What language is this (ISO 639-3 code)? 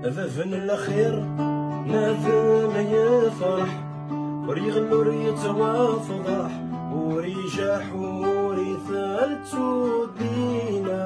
kab